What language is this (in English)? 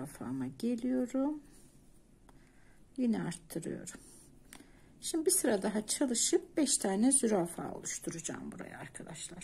Turkish